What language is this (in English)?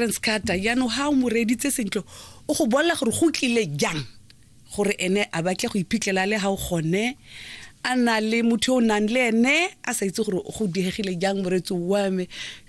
Tswana